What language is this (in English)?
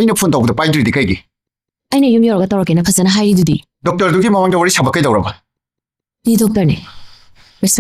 Manipuri